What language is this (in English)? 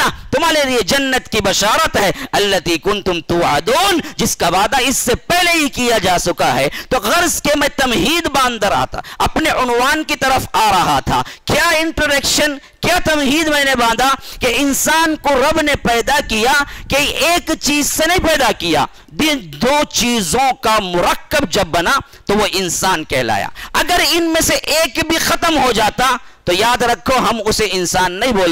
Urdu